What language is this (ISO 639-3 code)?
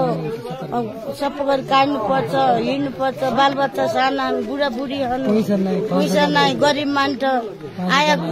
nep